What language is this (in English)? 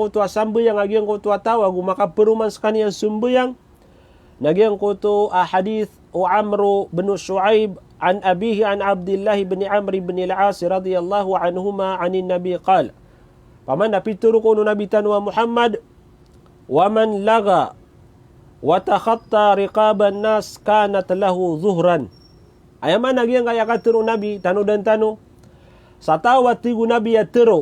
Maranao